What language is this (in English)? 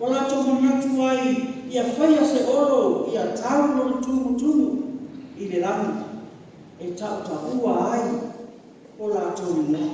Samoan